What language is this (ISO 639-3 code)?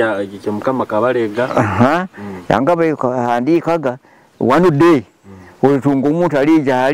nyo